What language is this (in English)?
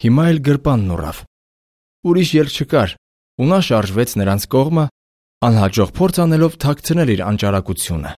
Armenian